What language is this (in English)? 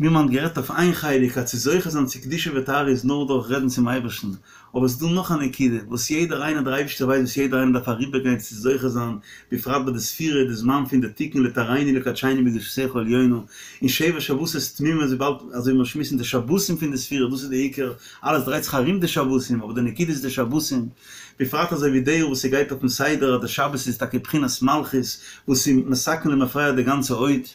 Yiddish